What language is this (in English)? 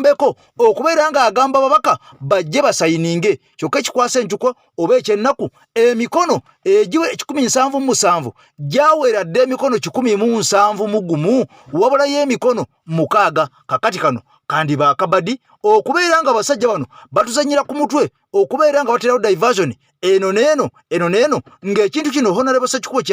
Ganda